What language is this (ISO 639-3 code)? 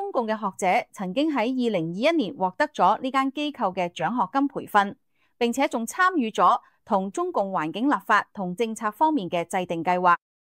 yue